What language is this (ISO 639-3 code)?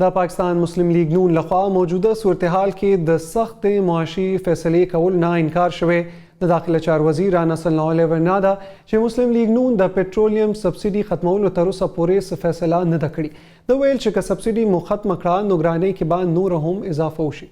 pus